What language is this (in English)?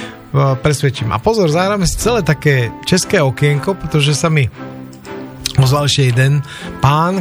Slovak